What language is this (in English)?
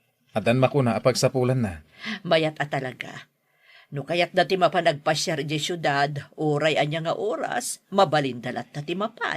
Iloko